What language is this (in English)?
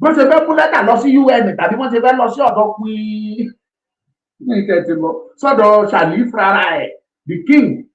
Yoruba